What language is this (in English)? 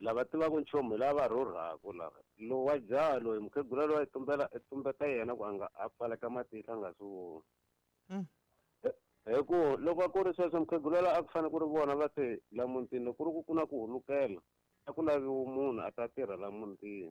Tsonga